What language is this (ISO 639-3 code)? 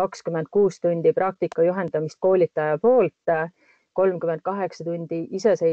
est